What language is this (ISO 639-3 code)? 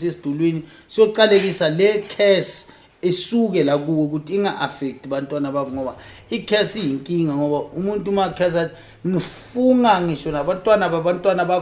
zul